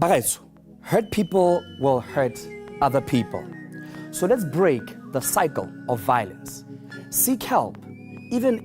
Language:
Tswana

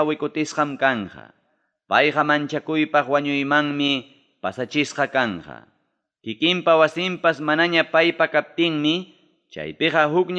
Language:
Ayacucho Quechua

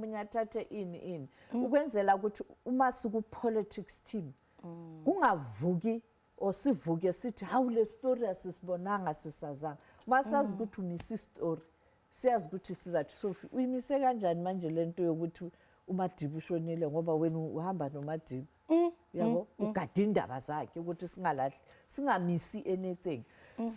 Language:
Zulu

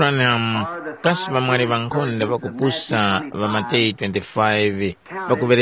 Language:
Tumbuka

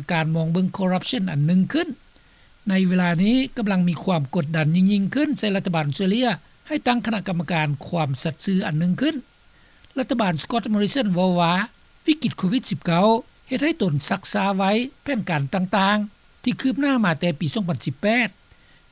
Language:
Lao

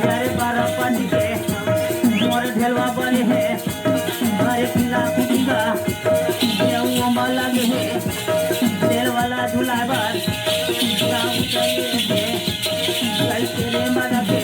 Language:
Chhattisgarhi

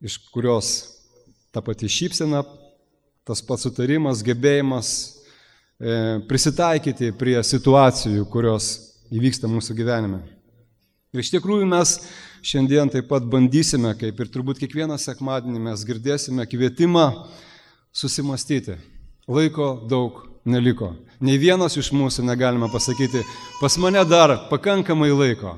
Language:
Lithuanian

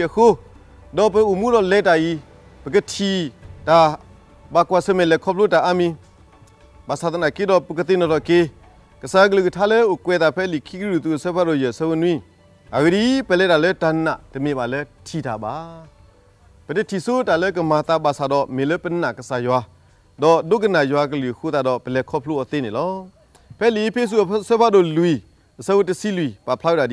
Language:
S'gaw Karen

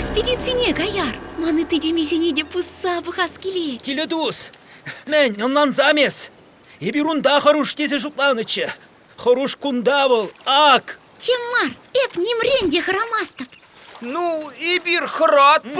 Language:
Chuvash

